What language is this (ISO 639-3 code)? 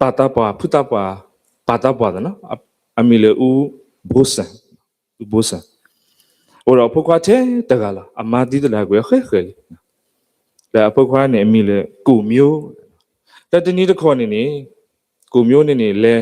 ksw